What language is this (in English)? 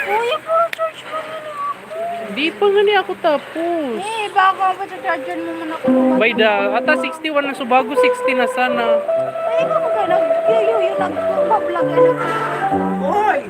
Bikol